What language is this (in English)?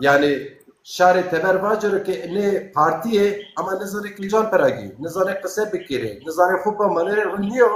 Zaza